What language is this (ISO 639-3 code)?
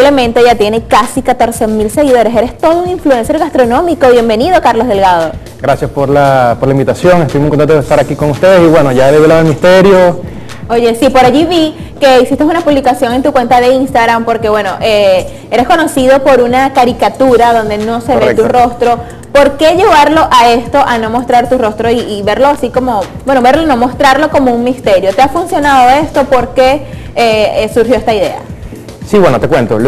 spa